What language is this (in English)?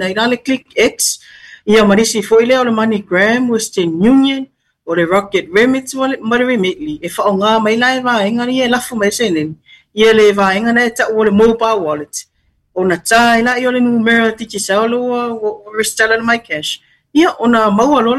Samoan